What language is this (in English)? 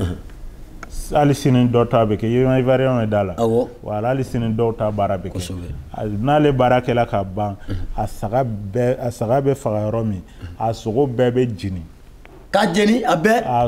Bambara